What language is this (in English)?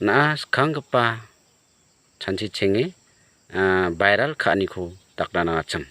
Garo